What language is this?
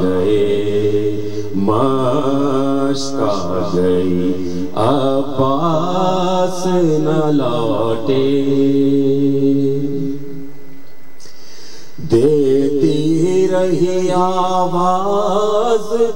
Urdu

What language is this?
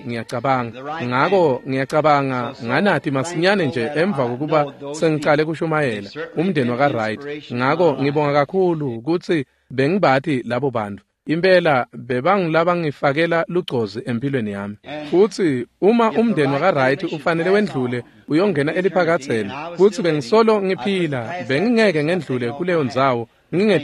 Swati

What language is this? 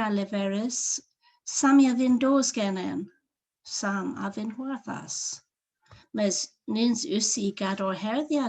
Cornish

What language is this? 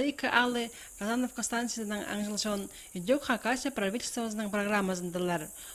Khakas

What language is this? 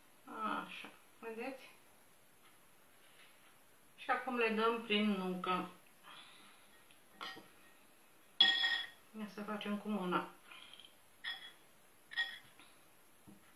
Romanian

